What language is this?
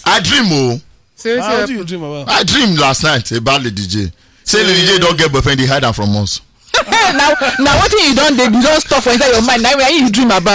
Nigerian Pidgin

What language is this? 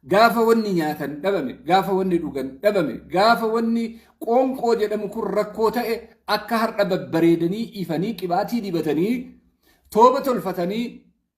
Oromo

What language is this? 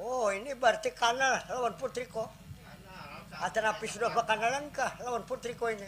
Banjar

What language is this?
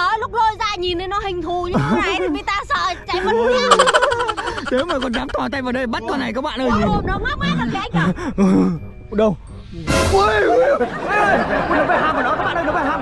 Vietnamese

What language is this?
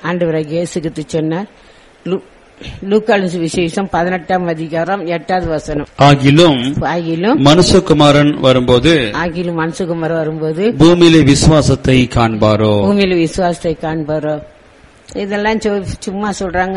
Tamil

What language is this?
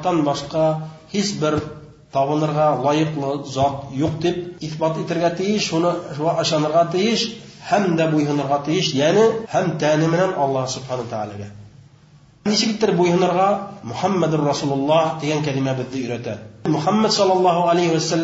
Bashkir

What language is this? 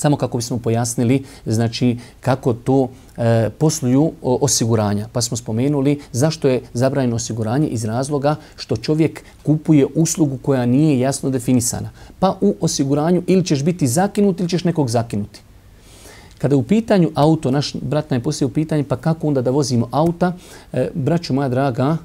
Bosnian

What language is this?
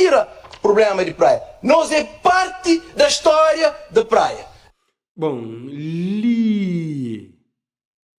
Kabuverdianu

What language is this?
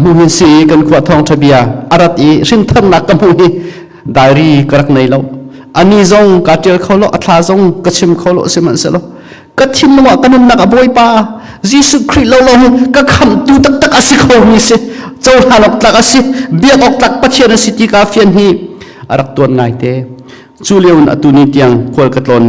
Hakha Chin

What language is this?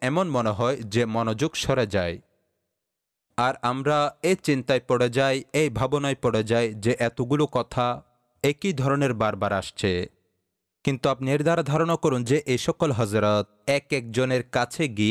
Bangla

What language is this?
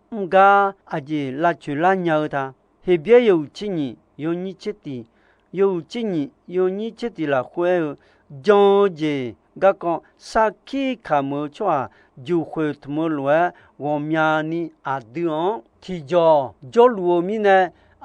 Akha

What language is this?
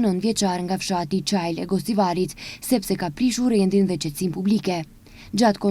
Albanian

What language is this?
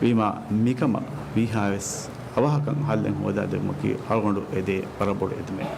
Divehi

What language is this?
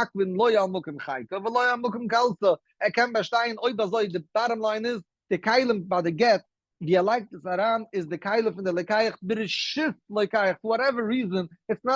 Yiddish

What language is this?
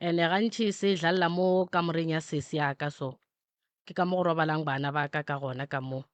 Northern Sotho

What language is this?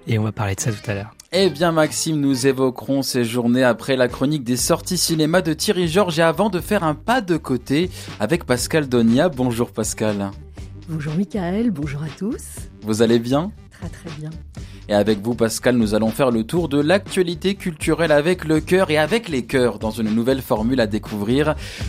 French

